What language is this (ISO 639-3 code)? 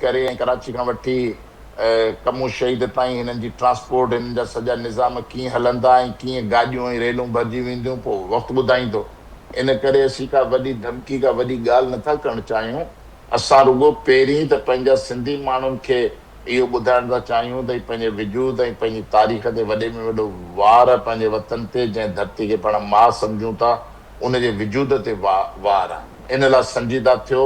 snd